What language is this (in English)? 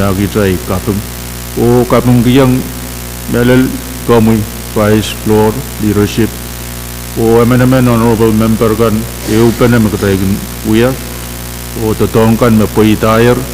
Pohnpeian